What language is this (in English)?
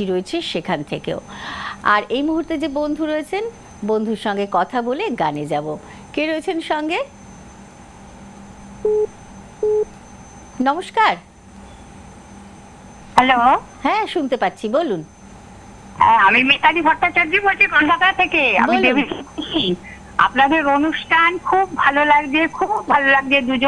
Bangla